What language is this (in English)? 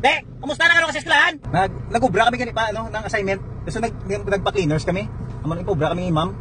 Hiligaynon